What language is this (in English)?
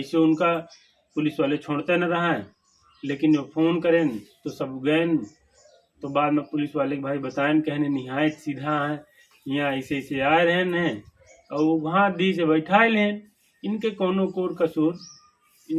Awadhi